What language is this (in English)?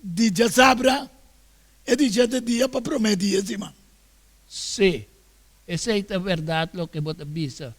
Papiamento